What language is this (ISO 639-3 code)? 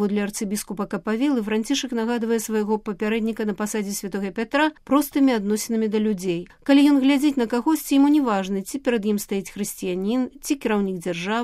bel